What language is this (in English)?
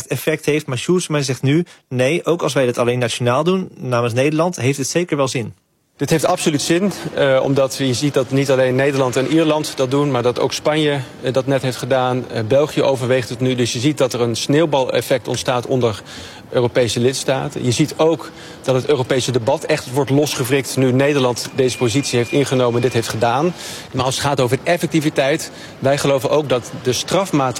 Dutch